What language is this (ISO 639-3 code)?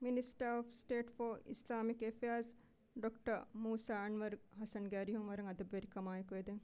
div